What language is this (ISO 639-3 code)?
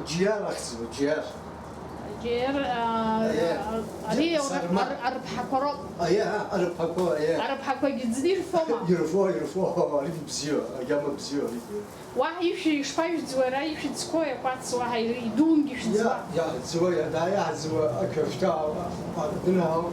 abk